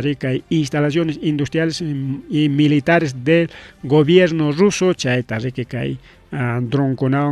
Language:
Ayacucho Quechua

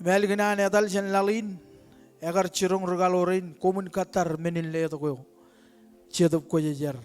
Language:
Marshallese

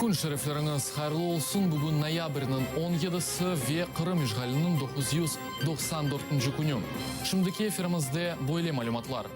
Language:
Crimean Tatar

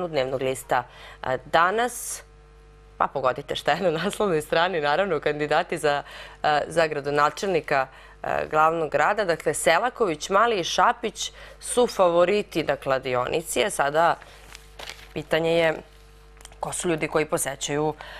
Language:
Serbian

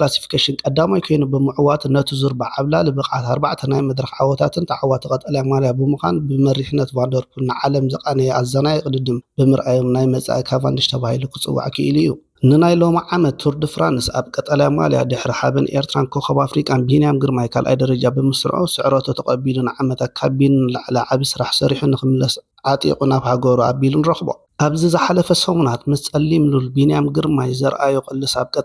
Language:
Tigrinya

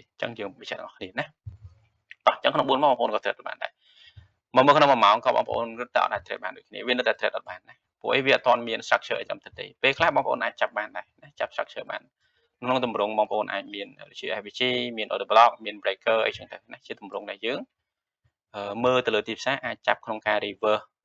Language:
Khmer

